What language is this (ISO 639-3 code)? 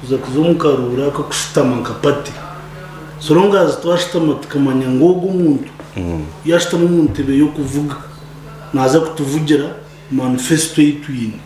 nyn